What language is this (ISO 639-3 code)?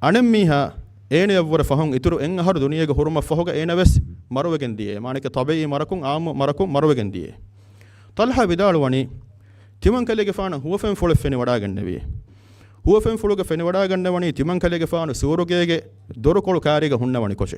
div